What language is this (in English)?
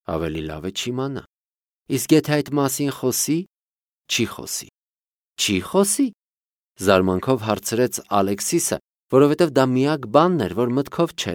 Armenian